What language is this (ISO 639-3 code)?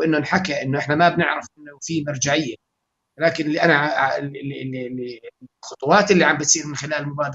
apc